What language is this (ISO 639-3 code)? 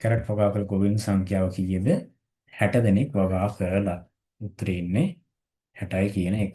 sin